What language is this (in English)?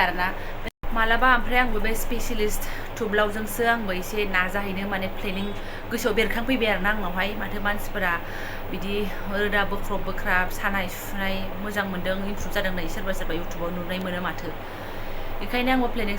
Bodo